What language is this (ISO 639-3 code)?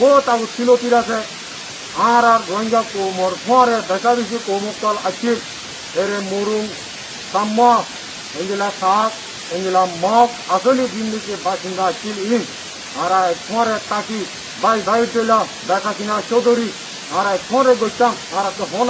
rhg